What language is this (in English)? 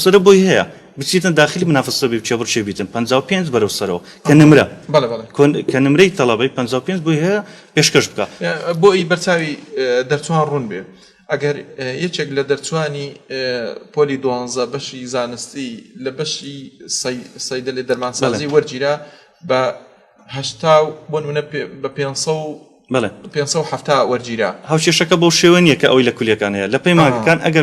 Central Kurdish